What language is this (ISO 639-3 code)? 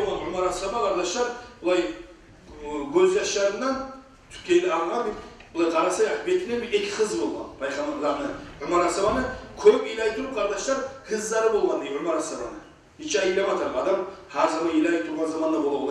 kum